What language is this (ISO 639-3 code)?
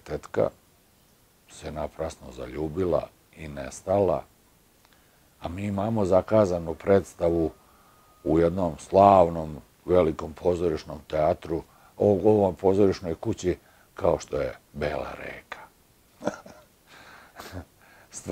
srp